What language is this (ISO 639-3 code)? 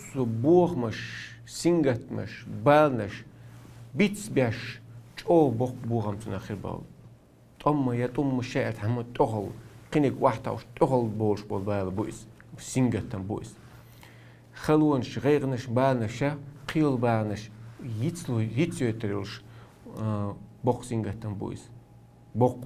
che